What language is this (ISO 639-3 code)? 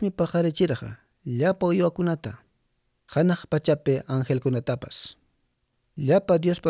que